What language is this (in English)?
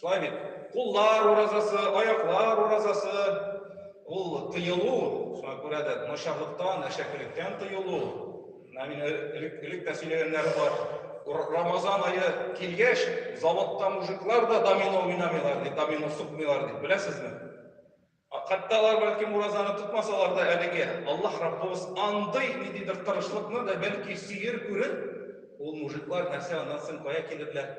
Tatar